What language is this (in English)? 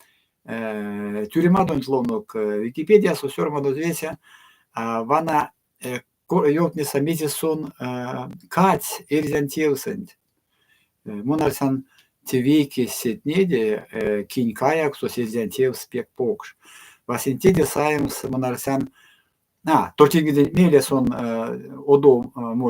Erzya